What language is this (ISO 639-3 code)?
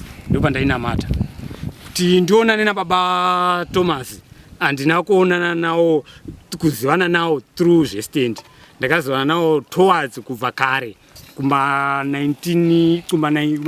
sna